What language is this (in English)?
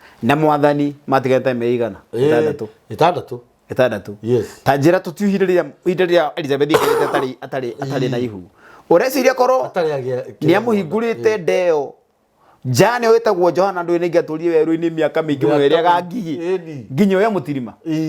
Kikuyu